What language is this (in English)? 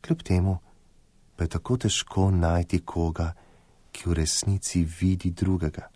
Slovenian